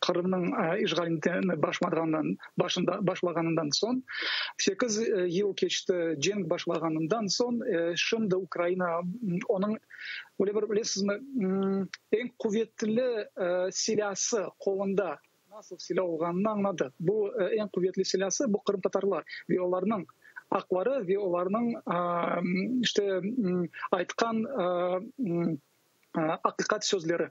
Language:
Crimean Tatar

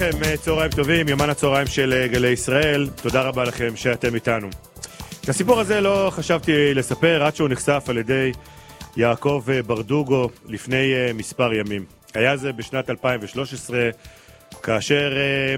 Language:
Hebrew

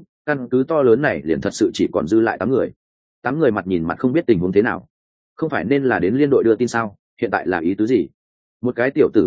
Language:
Vietnamese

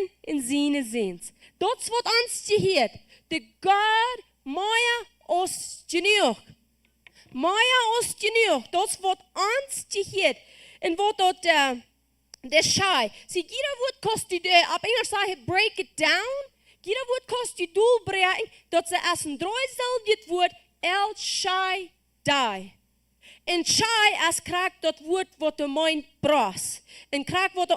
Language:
Plautdietsch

